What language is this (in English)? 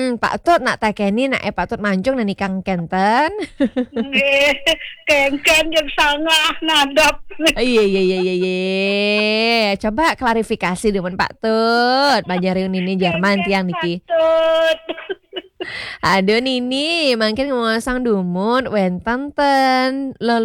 Balinese